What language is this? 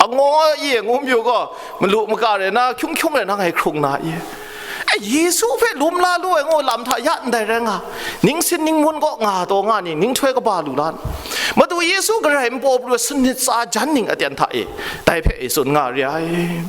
Kachin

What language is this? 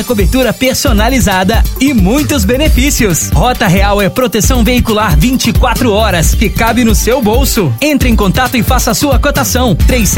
Portuguese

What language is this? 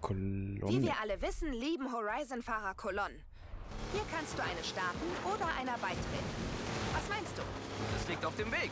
Bavarian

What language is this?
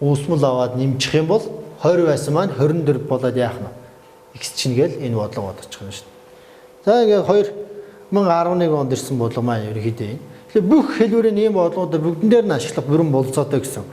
Mongolian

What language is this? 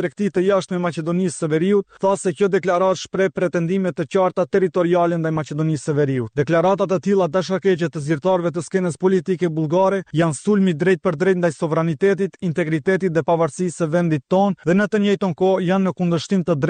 Albanian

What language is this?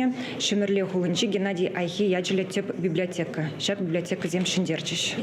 Chuvash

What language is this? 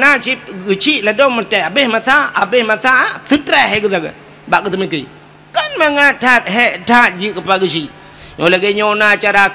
Achinese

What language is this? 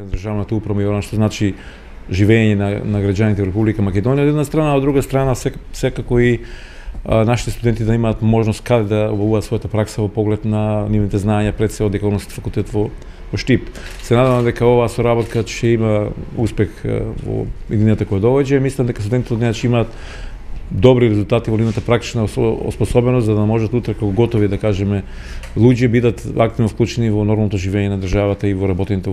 Macedonian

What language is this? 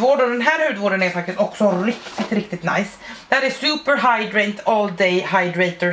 Swedish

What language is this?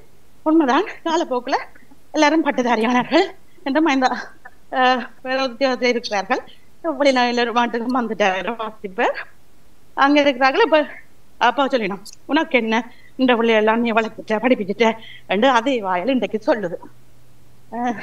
Tamil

